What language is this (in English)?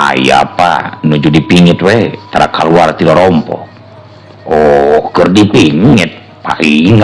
Sundanese